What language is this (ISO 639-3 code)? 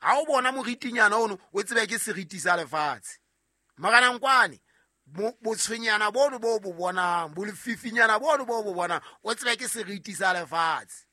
sot